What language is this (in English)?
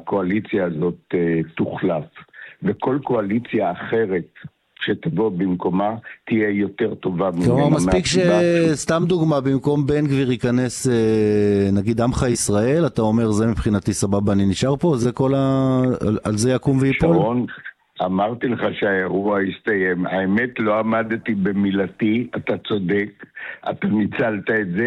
Hebrew